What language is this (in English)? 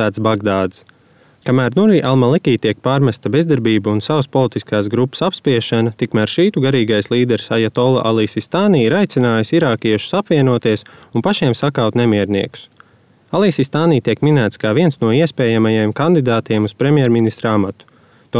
Latvian